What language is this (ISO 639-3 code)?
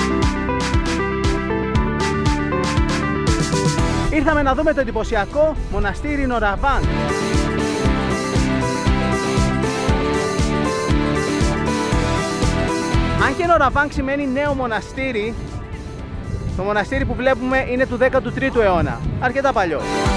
ell